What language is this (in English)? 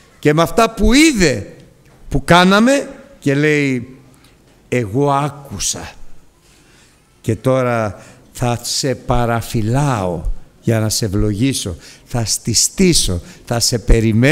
Greek